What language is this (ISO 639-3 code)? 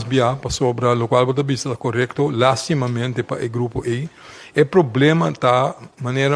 pap